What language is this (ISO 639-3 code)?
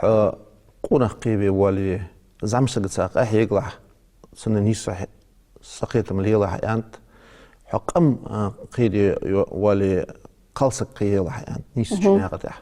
inh